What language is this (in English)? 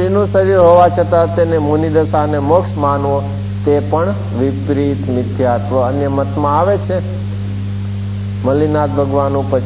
Gujarati